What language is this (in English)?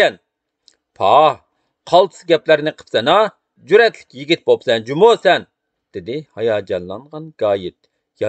Uyghur